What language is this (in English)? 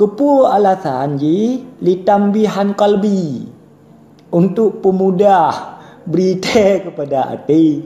Achinese